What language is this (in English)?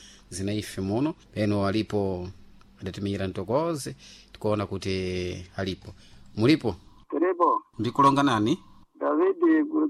Sena